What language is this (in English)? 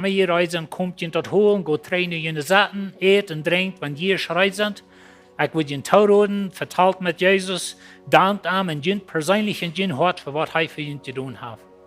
Plautdietsch